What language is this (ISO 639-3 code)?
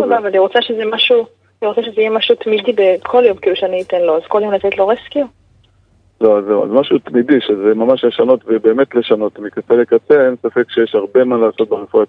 heb